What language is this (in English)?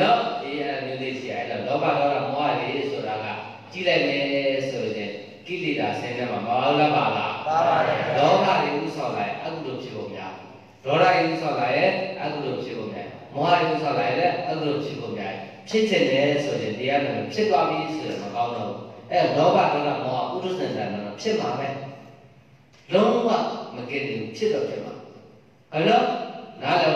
Burmese